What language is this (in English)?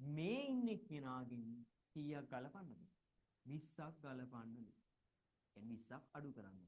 Sinhala